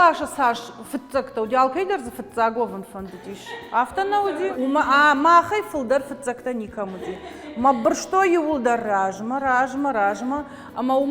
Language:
Ossetic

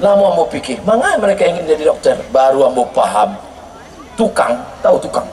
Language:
Minangkabau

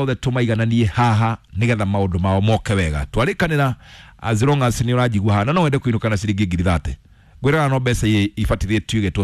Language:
Kikuyu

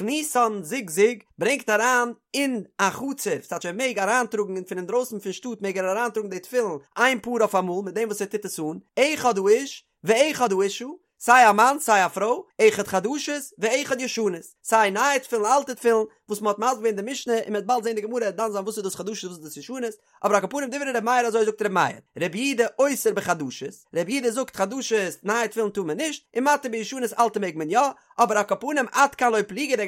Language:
Yiddish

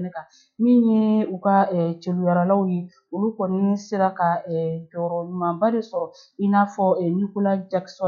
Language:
Bambara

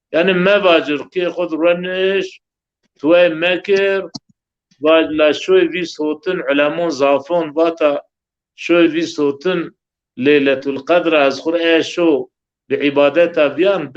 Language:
Zaza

